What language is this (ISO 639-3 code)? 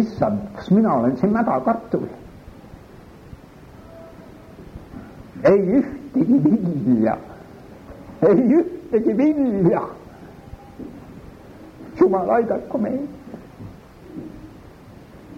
est